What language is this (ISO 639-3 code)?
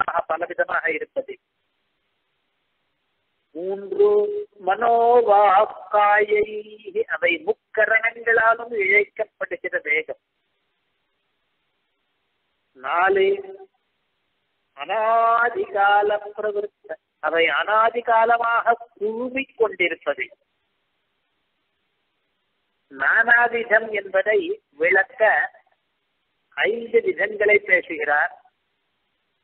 tam